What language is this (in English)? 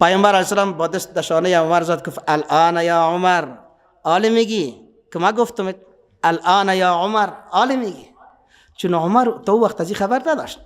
Persian